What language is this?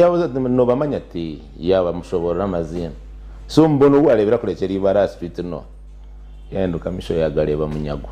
Nyankole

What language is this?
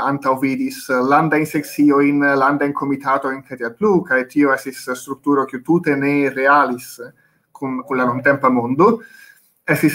Esperanto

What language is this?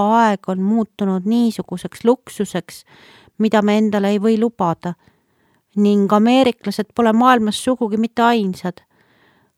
Estonian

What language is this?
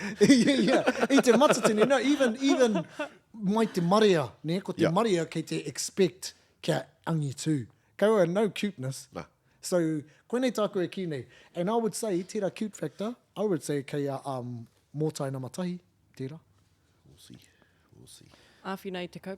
Māori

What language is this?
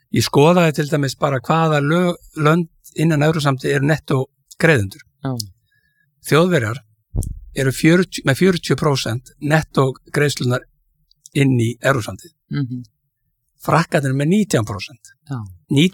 Icelandic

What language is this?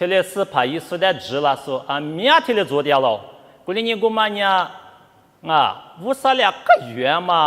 Lisu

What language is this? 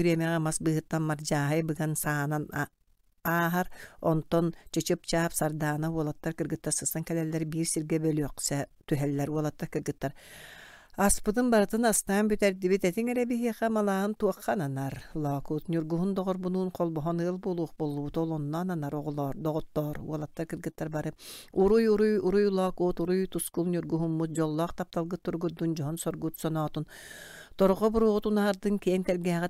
Yakut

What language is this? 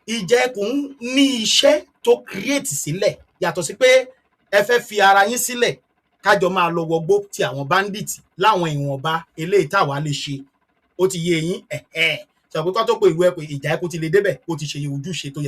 Yoruba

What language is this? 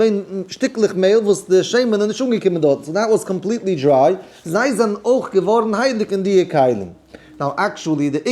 Yiddish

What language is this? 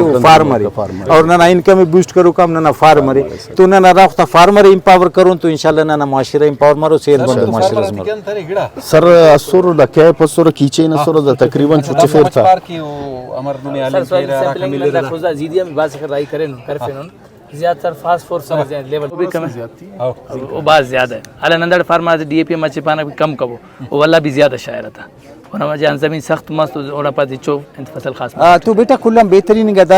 Brahui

